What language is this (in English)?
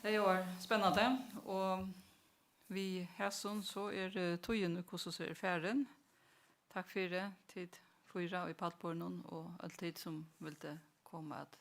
Faroese